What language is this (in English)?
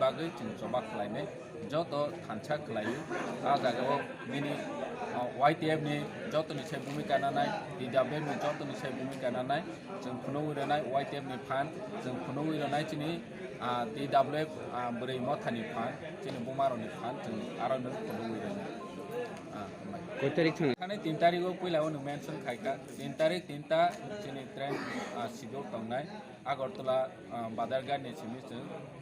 Kok Borok